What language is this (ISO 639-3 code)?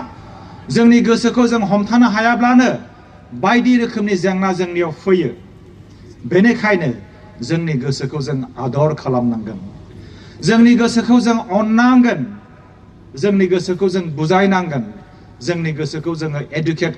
brx